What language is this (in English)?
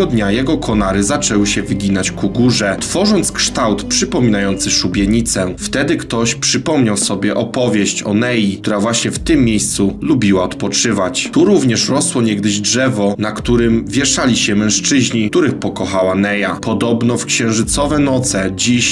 Polish